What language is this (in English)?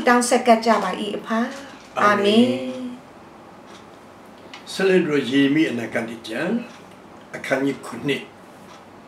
Burmese